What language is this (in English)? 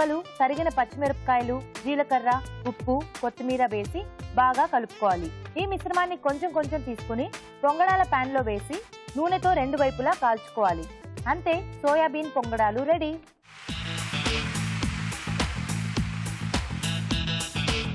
Telugu